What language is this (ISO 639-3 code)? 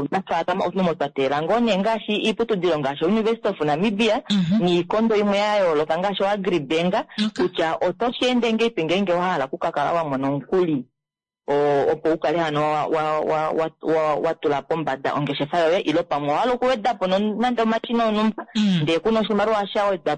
kua